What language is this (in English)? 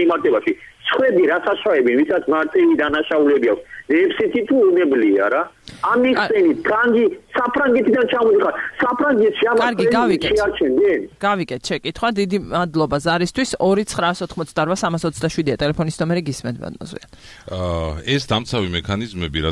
Georgian